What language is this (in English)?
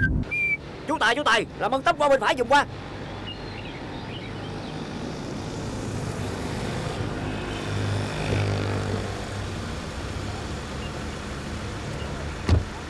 Vietnamese